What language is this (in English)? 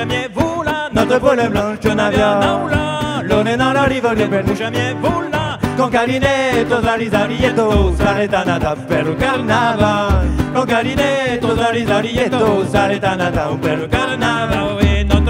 Occitan